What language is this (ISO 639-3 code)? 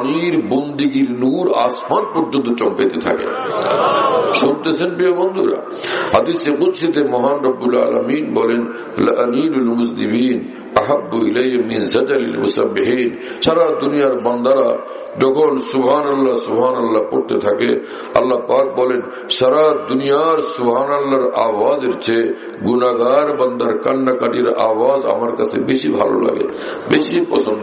ben